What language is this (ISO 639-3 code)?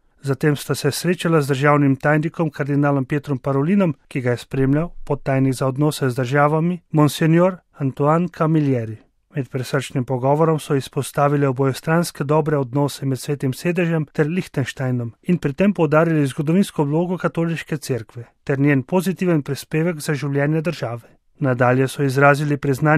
slv